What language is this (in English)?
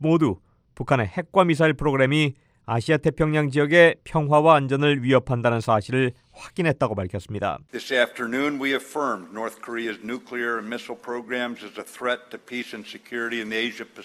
Korean